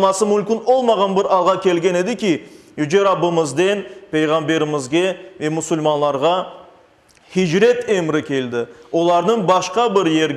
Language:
Crimean Tatar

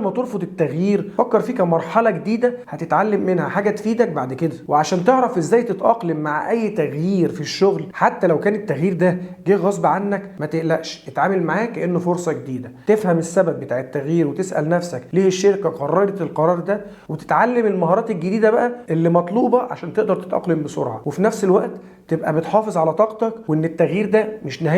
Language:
Egyptian Arabic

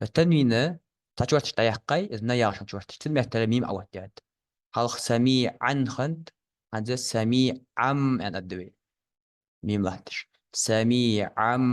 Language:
Ingush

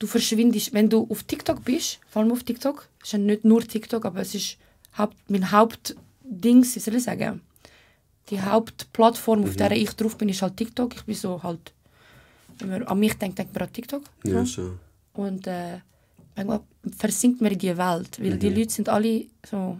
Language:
Swiss German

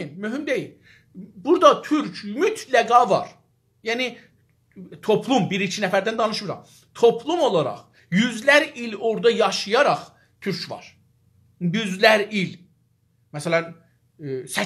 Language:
South Azerbaijani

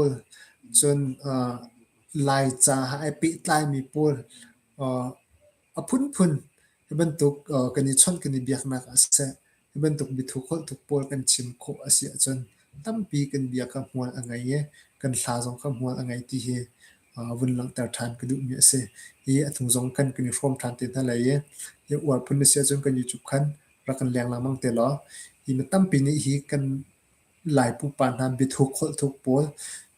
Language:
Hakha Chin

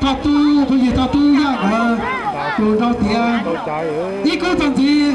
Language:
Hmong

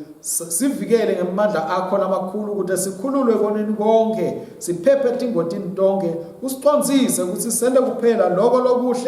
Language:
Swati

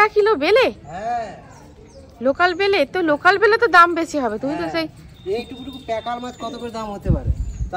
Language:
Bangla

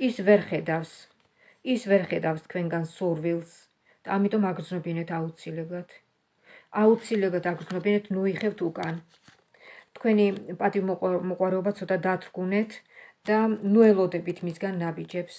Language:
Georgian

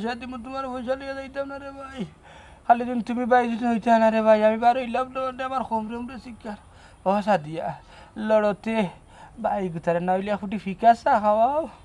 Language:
Sylheti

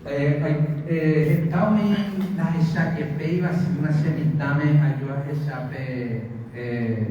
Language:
Guarani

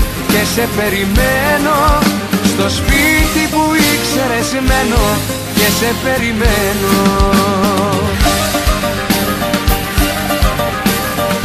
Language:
Greek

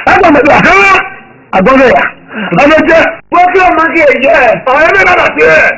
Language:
Esan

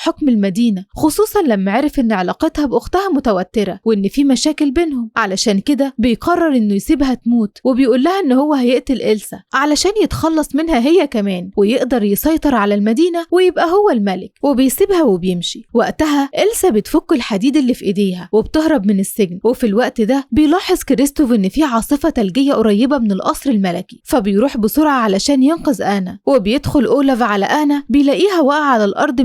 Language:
Egyptian Arabic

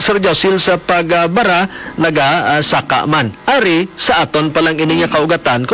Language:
Hiligaynon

